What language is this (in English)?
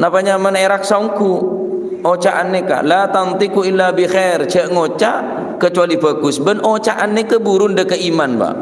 Madurese